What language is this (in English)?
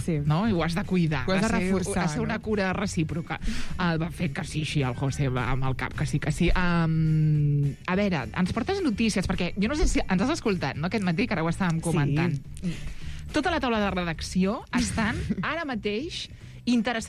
Catalan